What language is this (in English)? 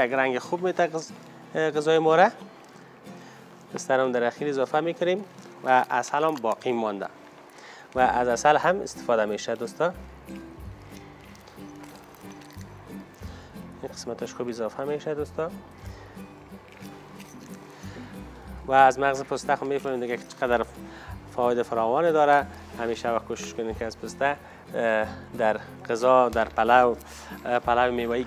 Persian